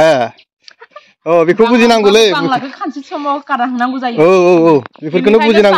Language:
Bodo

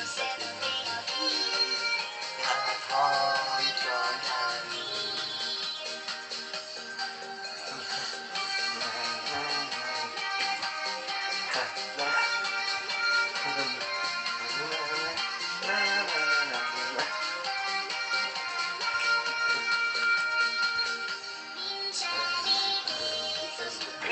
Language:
Swedish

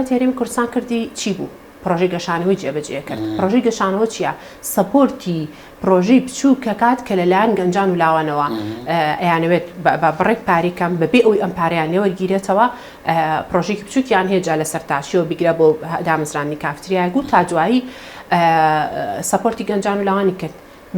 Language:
Central Kurdish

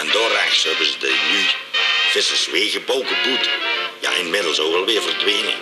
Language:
Limburgish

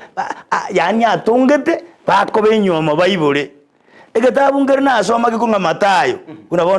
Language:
Gusii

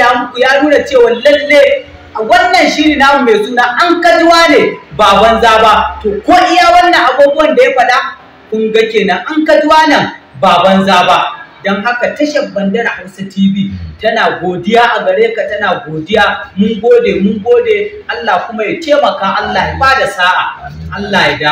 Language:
Hausa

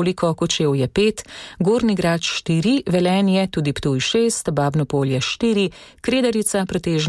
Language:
Slovenian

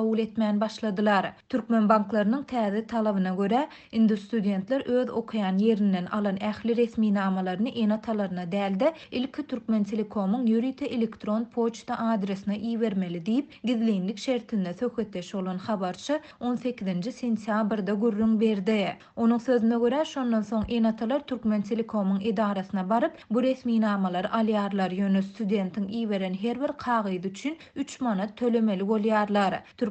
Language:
Turkmen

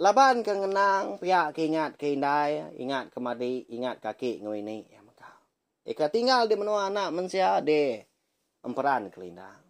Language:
Iban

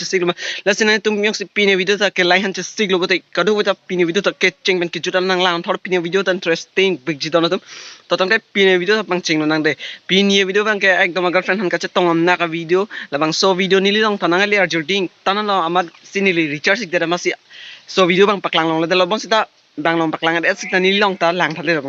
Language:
Karbi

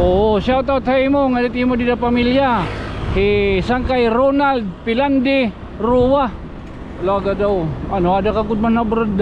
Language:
Waray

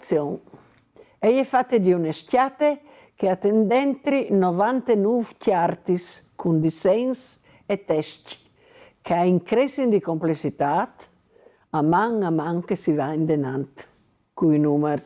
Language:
Friulian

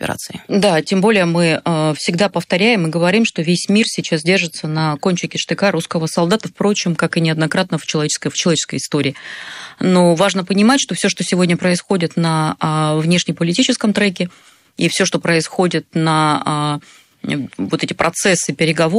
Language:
Russian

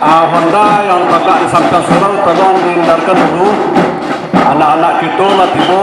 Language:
Minangkabau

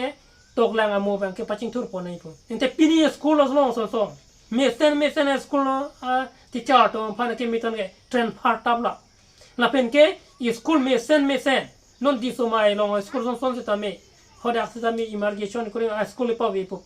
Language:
Karbi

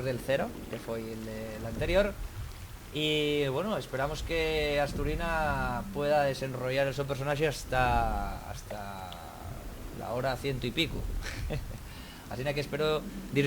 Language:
Asturian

